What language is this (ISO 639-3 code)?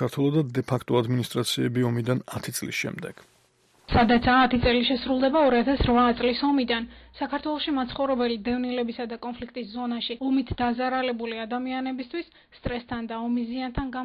kat